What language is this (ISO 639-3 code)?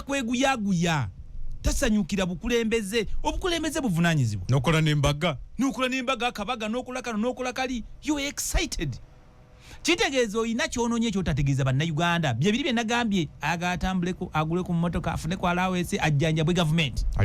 lug